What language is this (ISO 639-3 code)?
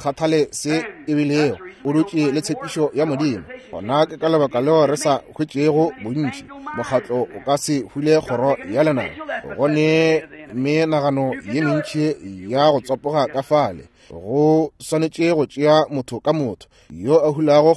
nso